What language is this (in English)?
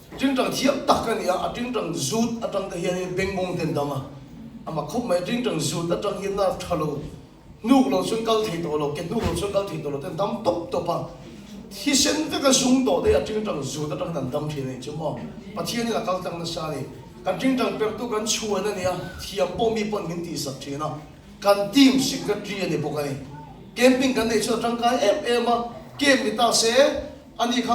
Mizo